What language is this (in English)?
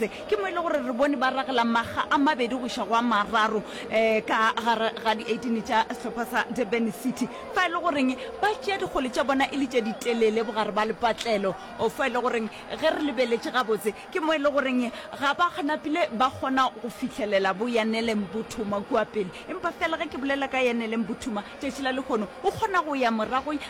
Northern Sotho